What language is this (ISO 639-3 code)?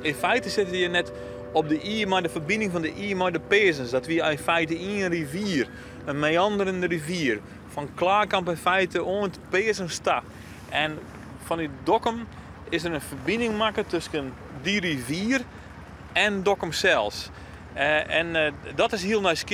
fry